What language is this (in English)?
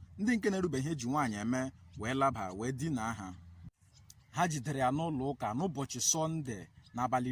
Igbo